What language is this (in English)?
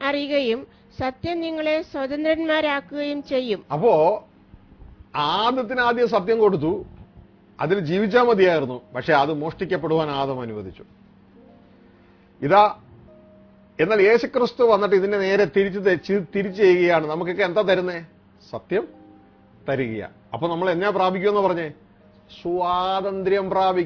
Malayalam